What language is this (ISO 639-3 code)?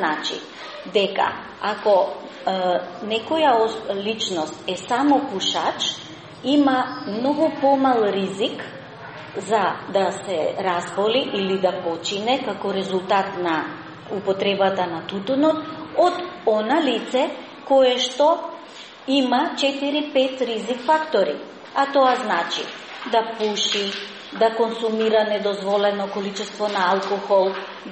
mkd